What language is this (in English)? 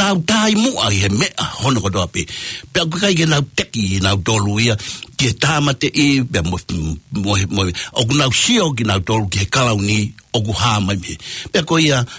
Tongan